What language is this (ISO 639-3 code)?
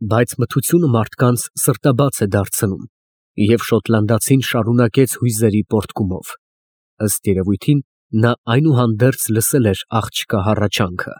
hye